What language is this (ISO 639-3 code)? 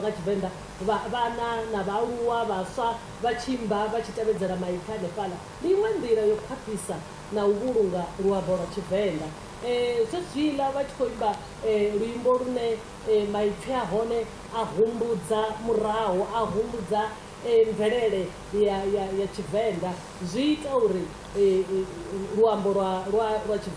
ven